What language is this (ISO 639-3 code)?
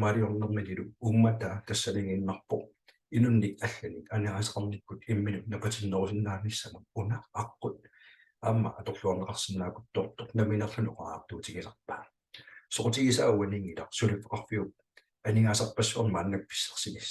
kal